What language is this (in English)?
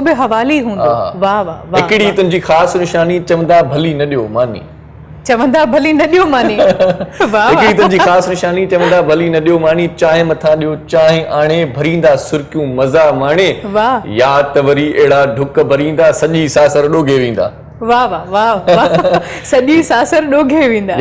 Sindhi